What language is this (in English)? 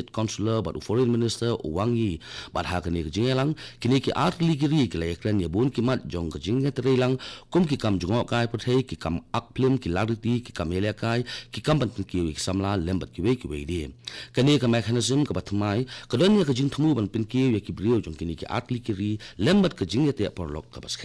Khasi